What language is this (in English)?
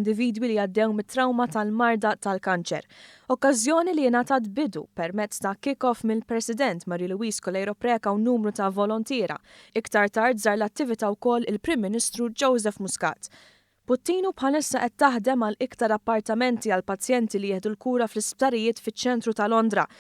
Maltese